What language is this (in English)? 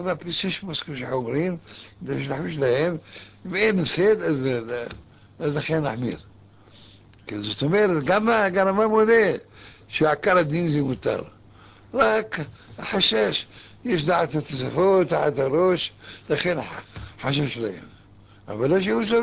Hebrew